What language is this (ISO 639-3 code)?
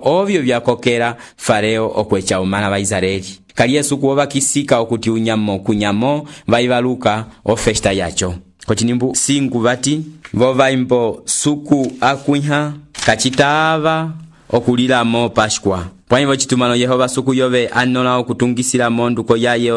umb